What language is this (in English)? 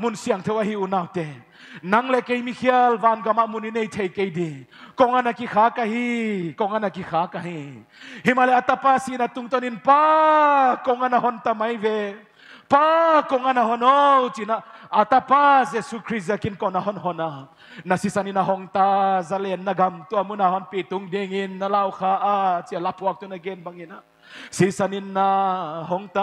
Paite Chin